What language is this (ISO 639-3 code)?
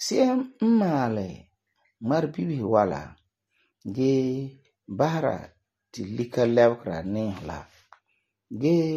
gur